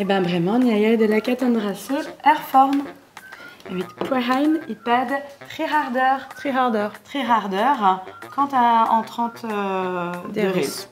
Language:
Breton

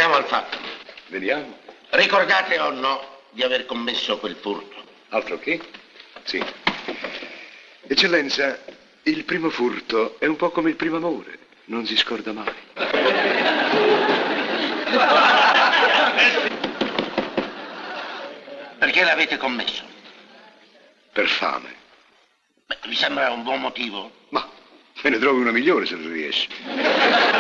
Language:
Italian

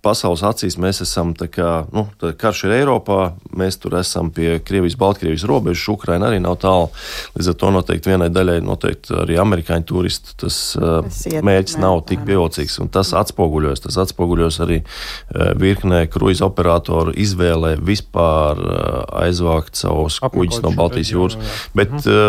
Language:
Latvian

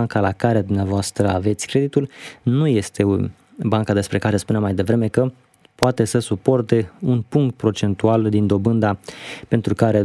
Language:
Romanian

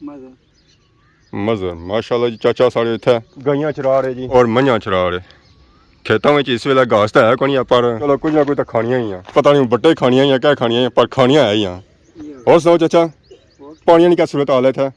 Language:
Pahari-Potwari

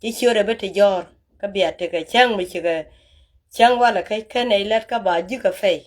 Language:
Nuer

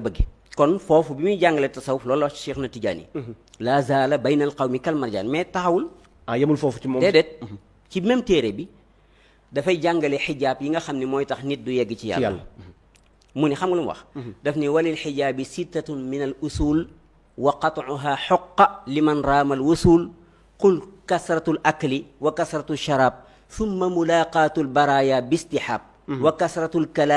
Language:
Wolof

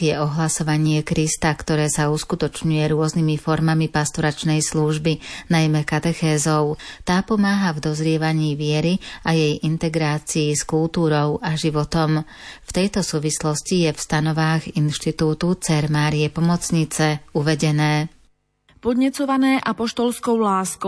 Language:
Slovak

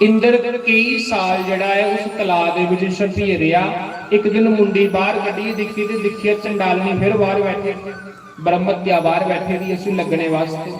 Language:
Dogri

